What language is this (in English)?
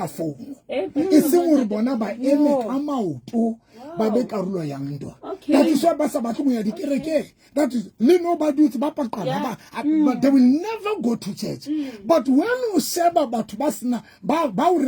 Southern Sotho